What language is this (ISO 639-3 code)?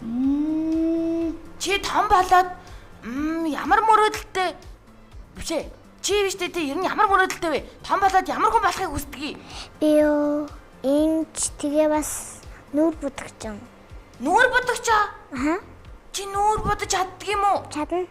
mon